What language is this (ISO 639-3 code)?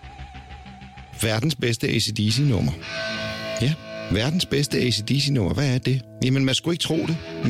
dan